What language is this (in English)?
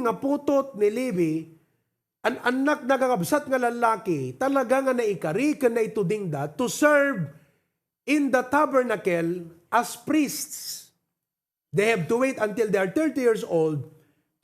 Iloko